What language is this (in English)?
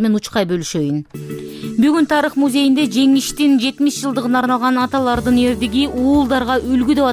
Kyrgyz